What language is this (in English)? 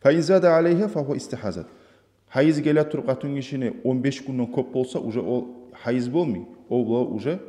Kumyk